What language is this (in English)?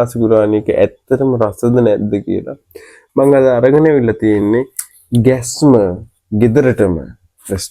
Sinhala